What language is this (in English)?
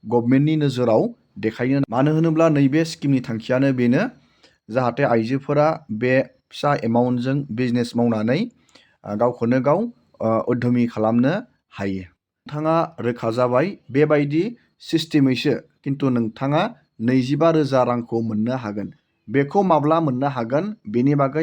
Bodo